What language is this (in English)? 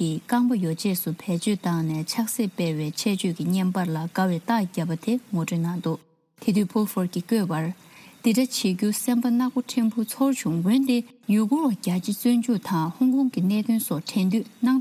Tibetan